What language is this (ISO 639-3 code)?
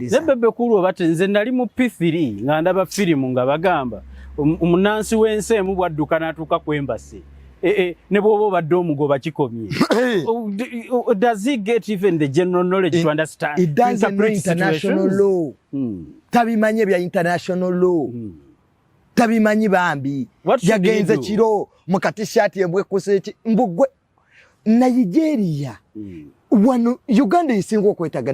lug